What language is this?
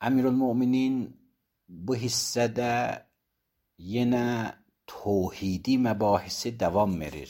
Azerbaijani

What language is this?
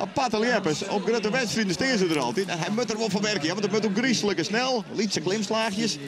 Western Frisian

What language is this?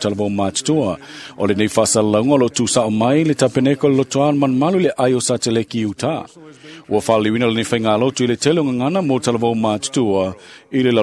Samoan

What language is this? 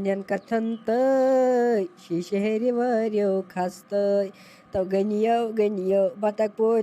Kashmiri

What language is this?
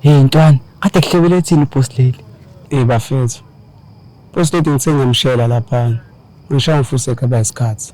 Zulu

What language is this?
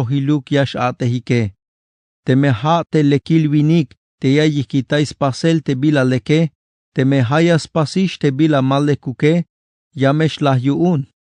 Tzeltal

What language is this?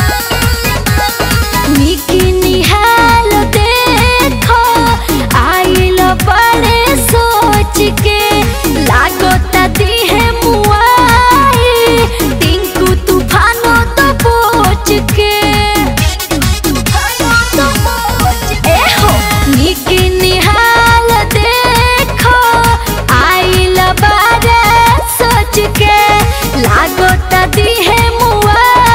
Bhojpuri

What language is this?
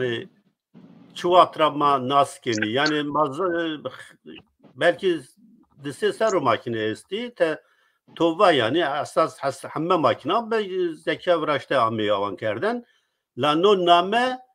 Zaza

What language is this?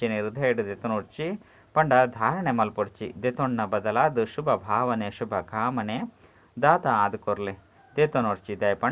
Tulu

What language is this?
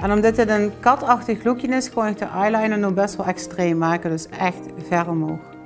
Limburgish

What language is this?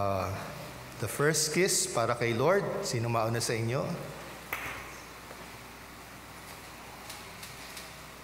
Filipino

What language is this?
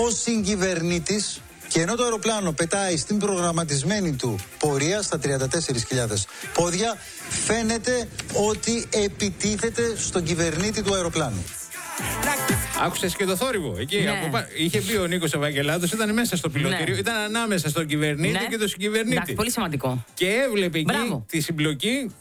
Greek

